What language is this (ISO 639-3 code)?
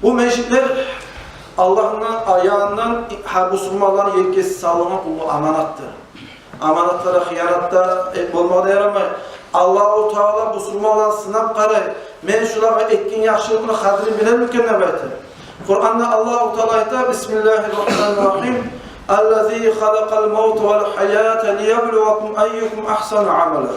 kum